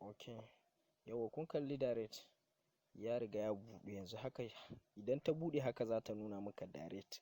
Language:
Hausa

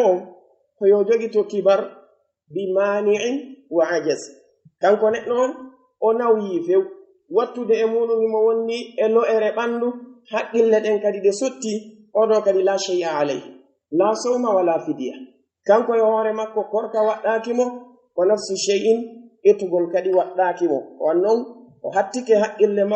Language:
Pular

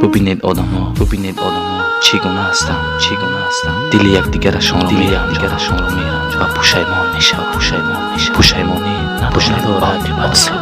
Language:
Tajik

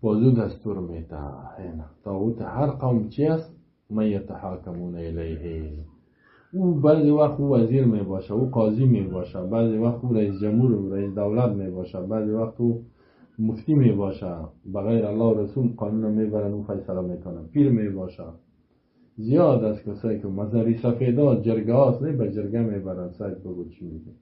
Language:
Persian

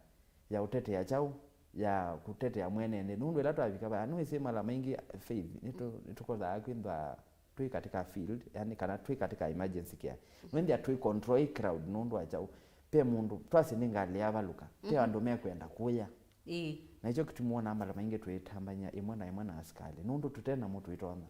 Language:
Kamba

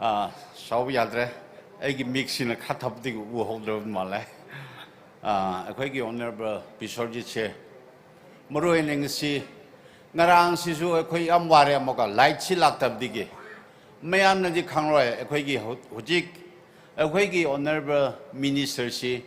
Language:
Tangkhul Naga (India)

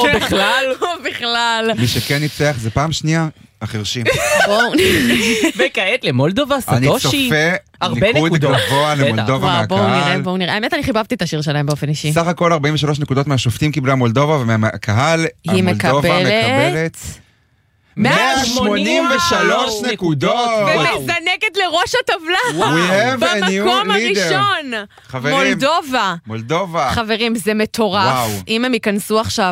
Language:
Hebrew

